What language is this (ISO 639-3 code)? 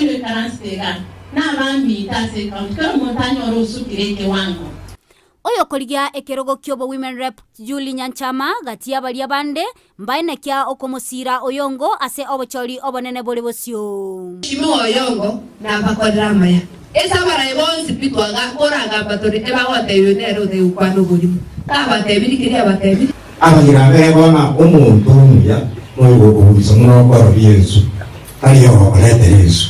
guz